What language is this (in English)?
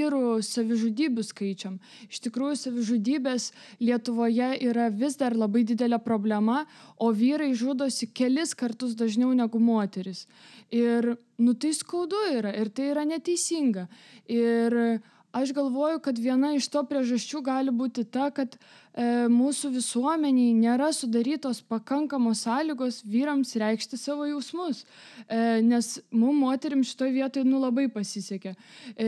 Lithuanian